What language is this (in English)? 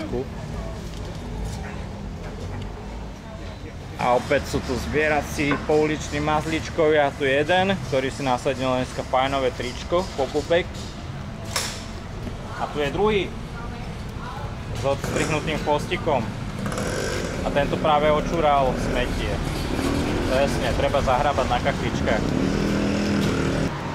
Slovak